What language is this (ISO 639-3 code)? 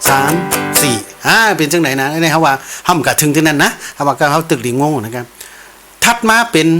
shn